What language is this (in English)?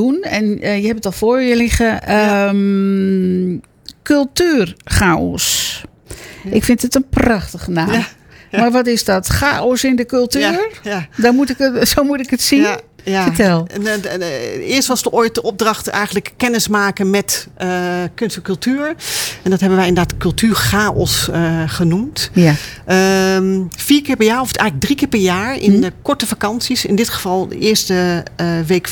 Dutch